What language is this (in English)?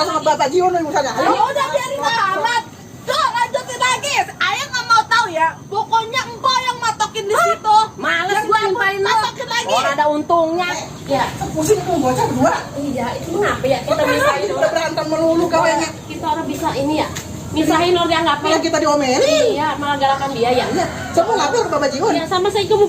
Betawi